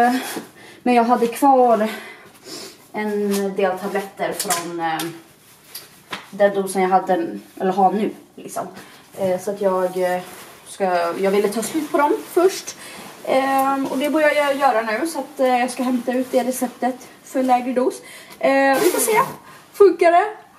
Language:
Swedish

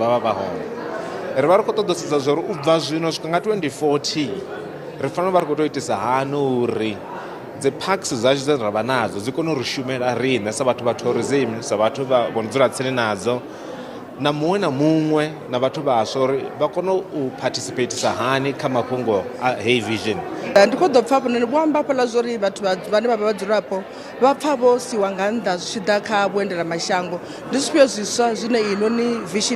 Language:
Venda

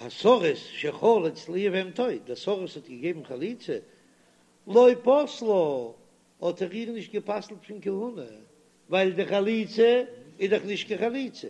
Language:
Yiddish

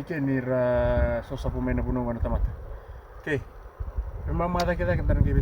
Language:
Fijian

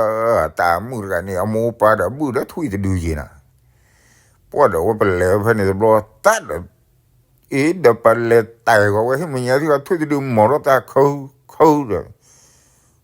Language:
S'gaw Karen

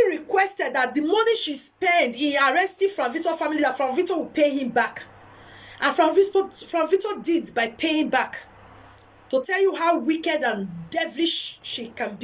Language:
Nigerian Pidgin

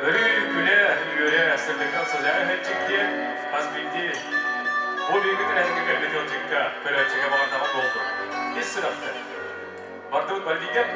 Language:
Yakut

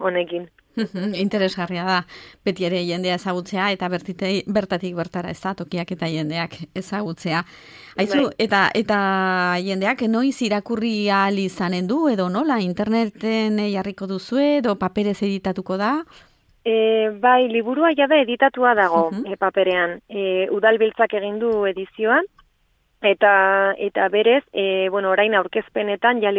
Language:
Basque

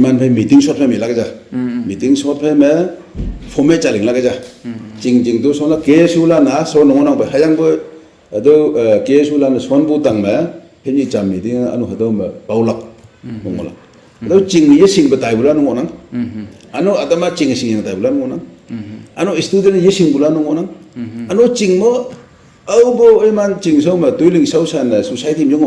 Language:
Naga Pidgin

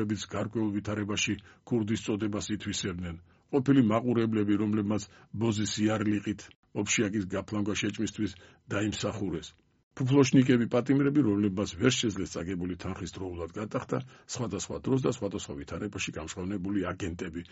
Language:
Georgian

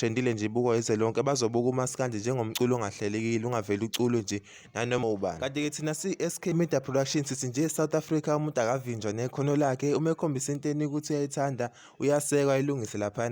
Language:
Zulu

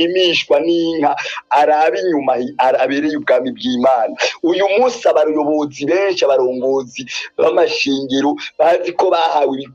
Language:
Rundi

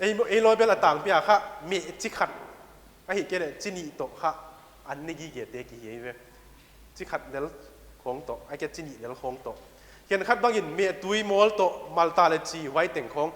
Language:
Paite Chin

